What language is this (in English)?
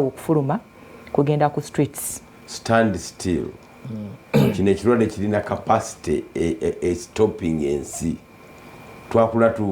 Ganda